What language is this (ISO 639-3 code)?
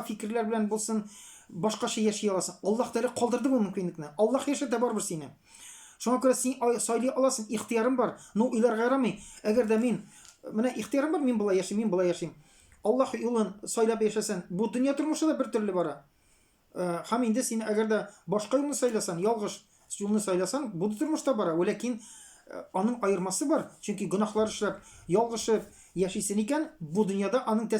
tat